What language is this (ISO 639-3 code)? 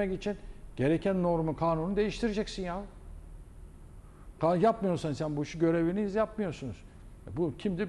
tur